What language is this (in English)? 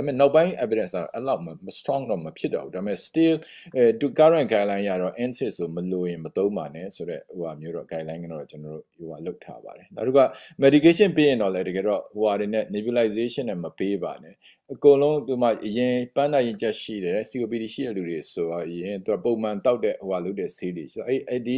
Burmese